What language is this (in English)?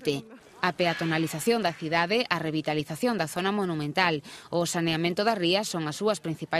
Galician